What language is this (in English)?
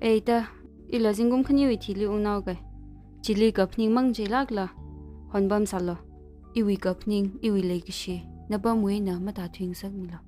Tangkhul Naga (India)